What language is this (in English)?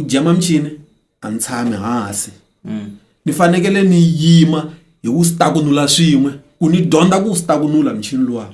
Tsonga